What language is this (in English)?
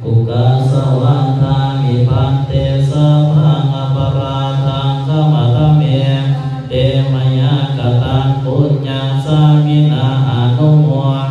Pali